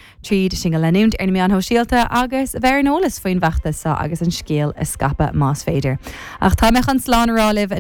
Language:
Irish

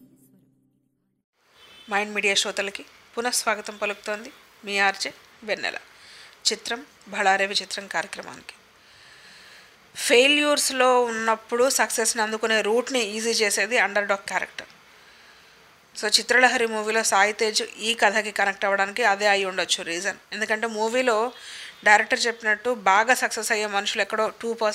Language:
Telugu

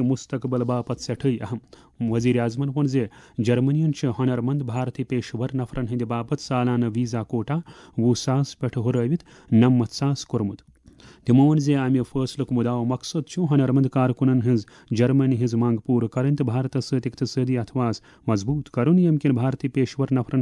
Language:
Kashmiri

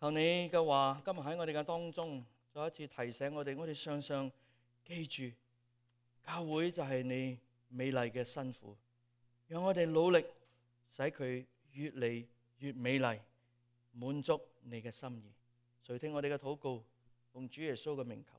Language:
Cantonese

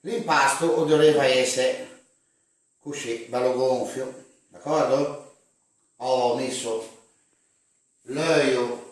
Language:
Ligurian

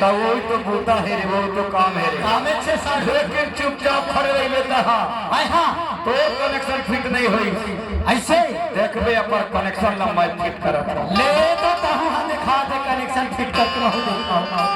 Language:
Chhattisgarhi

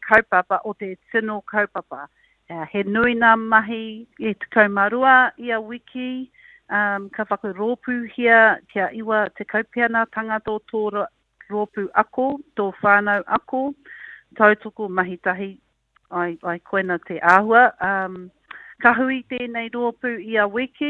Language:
Māori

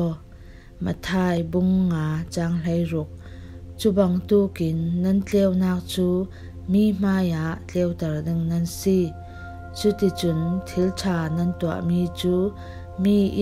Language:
Falam Chin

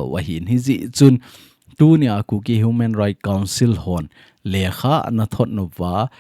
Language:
Thado Chin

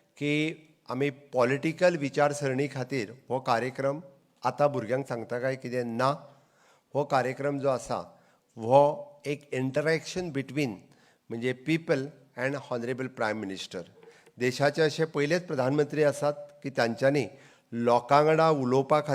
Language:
Konkani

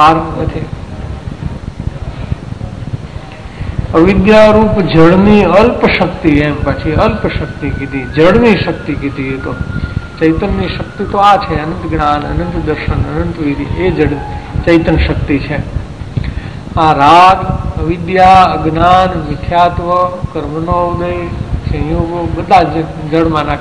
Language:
Gujarati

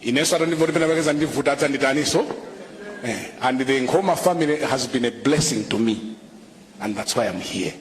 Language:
Nyanja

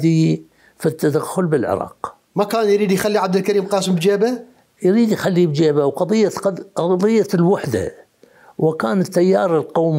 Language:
Mesopotamian Arabic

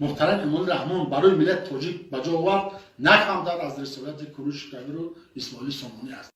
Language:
Tajik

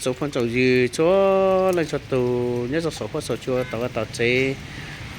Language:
Hmong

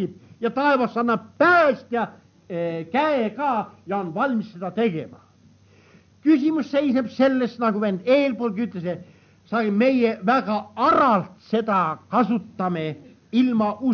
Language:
Estonian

